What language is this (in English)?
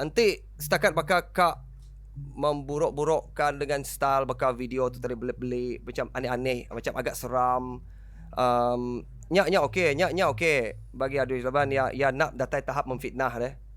Iban